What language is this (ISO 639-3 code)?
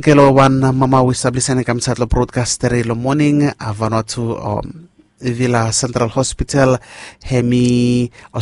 bis